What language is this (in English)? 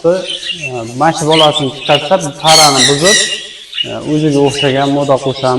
Uzbek